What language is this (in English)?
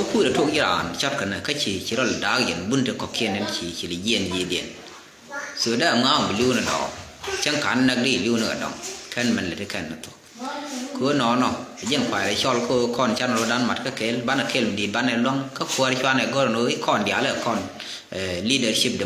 Nuer